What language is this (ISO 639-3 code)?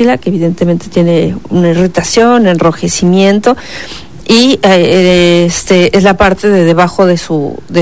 spa